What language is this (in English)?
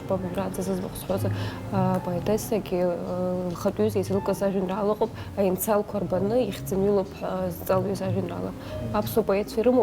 Abkhazian